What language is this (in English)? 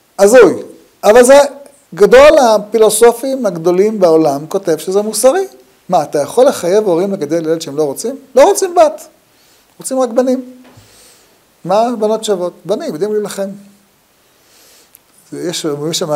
Hebrew